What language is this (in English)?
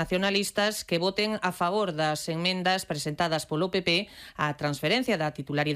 Galician